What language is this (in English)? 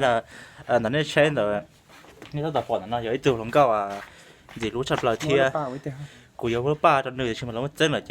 Hmong